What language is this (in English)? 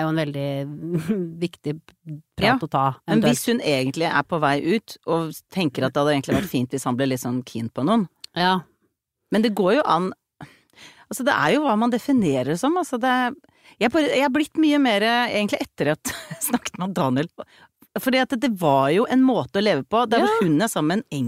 Norwegian